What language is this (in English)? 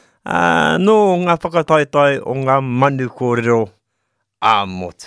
Māori